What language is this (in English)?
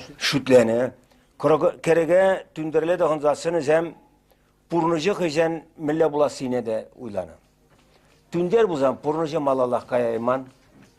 Chuvash